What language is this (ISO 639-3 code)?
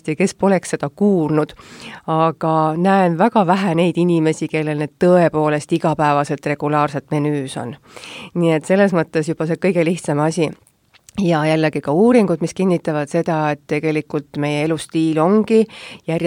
est